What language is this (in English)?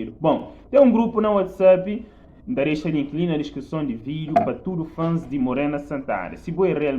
Kabuverdianu